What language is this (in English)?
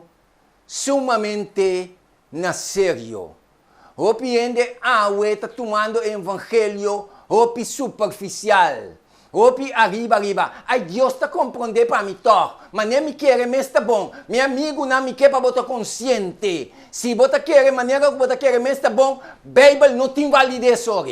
Papiamento